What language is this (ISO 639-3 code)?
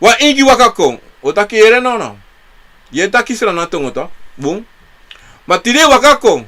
srn